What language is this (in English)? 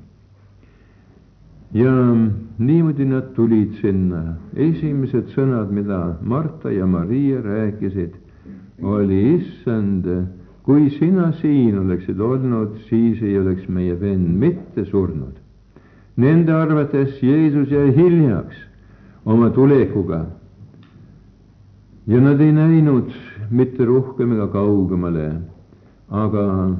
Estonian